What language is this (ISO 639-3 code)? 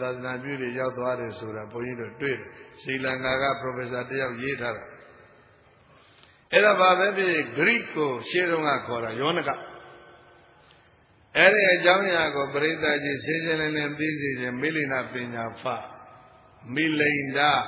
mya